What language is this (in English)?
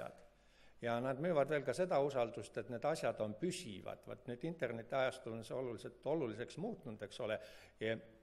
Estonian